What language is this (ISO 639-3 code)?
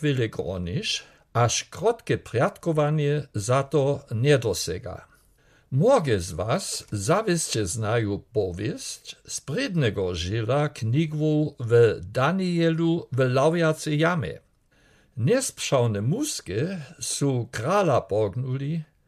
dsb